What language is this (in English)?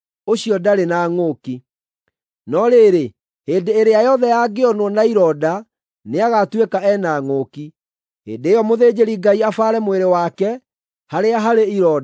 Kikuyu